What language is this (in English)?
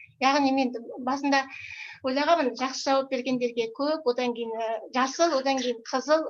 Kazakh